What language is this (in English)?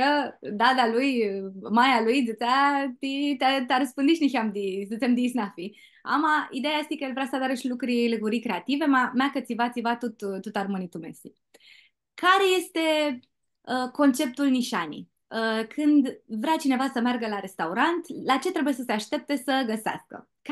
Aromanian